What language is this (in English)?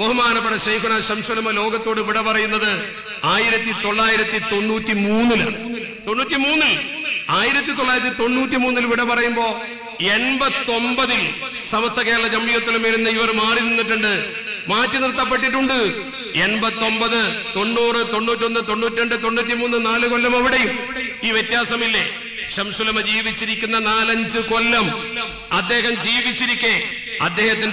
Malayalam